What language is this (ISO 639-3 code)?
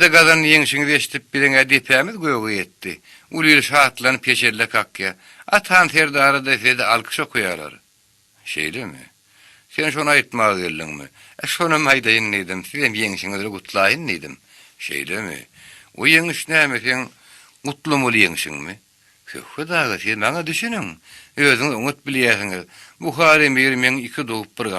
tuk